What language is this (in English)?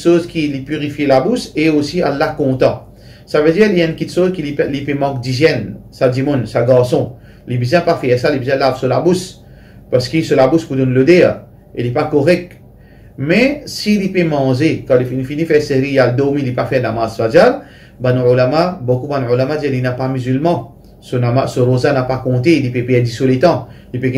Morisyen